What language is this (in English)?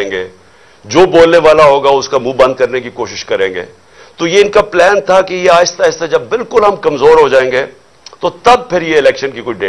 Urdu